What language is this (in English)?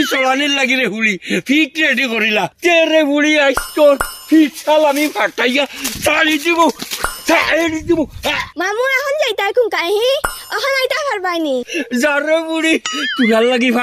Sylheti